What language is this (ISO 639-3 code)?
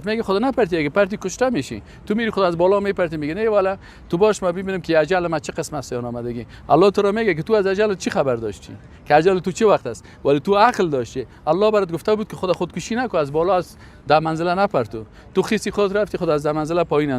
fas